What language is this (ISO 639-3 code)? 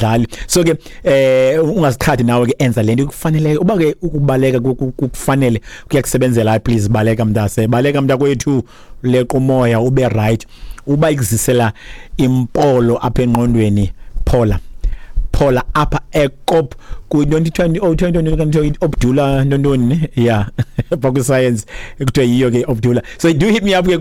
xho